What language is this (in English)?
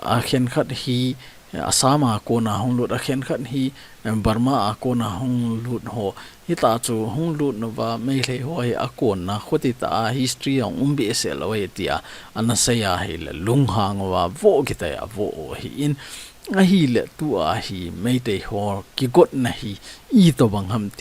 Thado Chin